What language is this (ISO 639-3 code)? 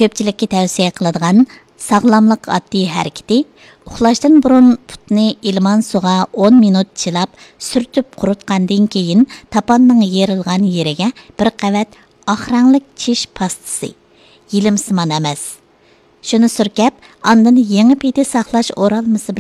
uig